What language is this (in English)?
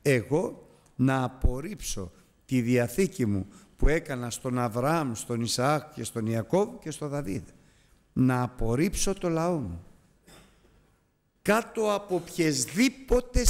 Greek